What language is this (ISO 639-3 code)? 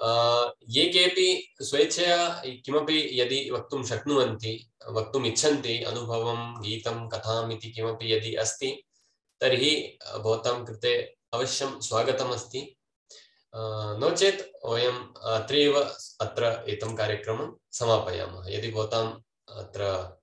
san